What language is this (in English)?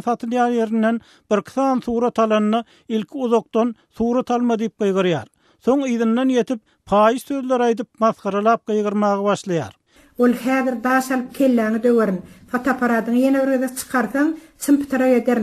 Turkmen